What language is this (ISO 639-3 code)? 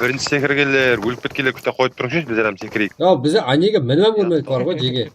kaa